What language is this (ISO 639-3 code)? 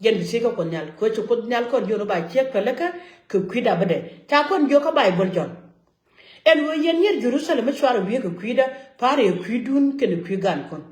nus